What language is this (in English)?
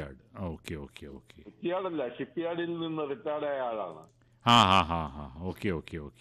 Malayalam